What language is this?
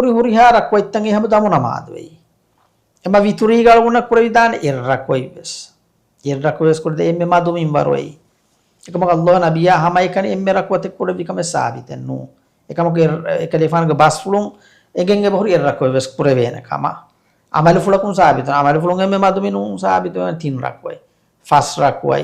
Divehi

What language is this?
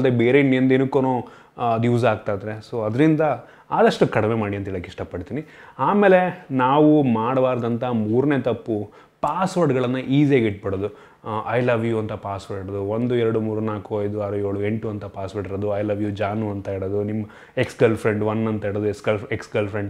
Kannada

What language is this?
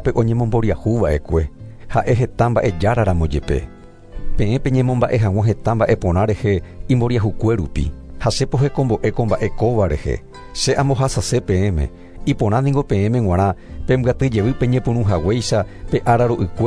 Guarani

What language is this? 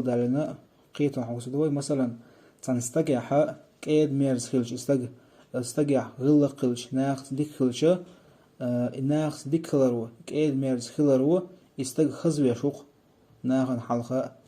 Chechen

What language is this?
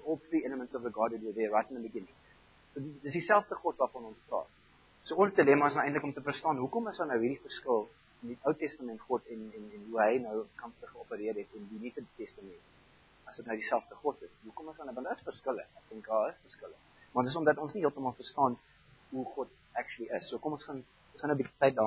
Afrikaans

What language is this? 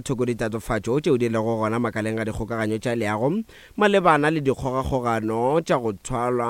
Northern Sotho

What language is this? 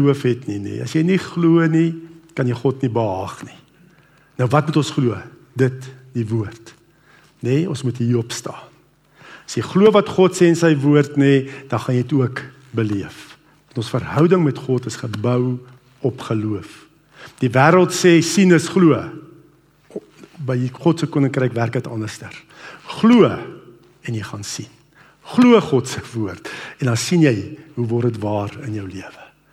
Afrikaans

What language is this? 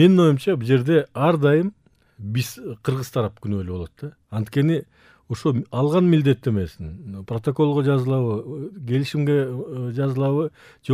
Kyrgyz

